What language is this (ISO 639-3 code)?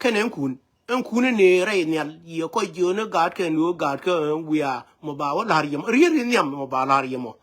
nus